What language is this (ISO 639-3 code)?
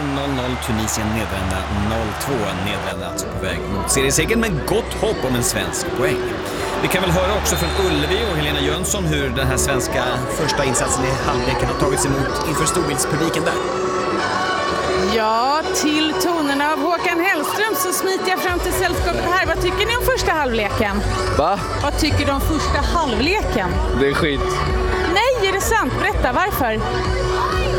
swe